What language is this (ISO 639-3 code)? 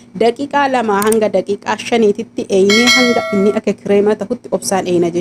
orm